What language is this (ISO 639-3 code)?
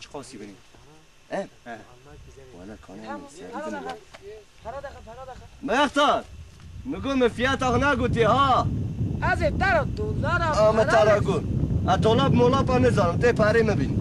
kur